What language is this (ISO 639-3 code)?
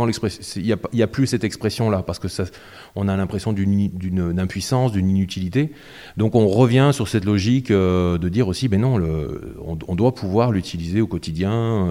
fra